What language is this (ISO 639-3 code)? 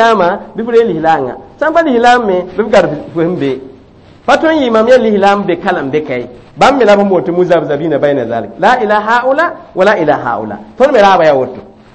mos